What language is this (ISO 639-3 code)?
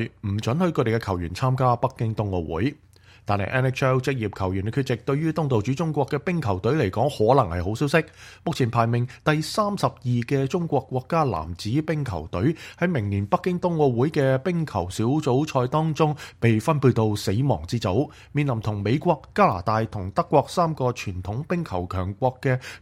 yue